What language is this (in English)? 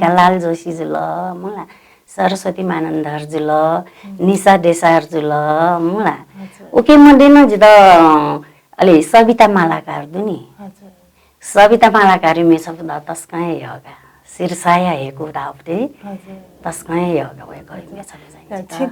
Newari